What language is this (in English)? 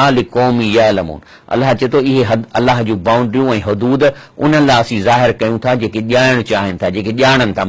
Sindhi